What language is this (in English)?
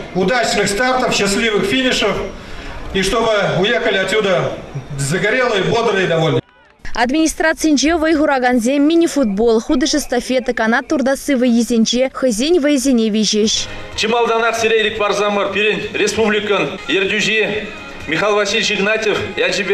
Chuvash